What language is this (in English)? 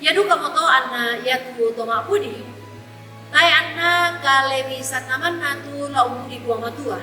Toraja-Sa'dan